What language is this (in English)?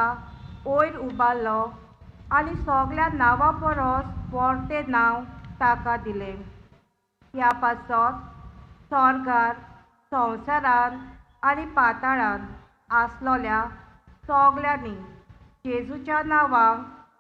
Konkani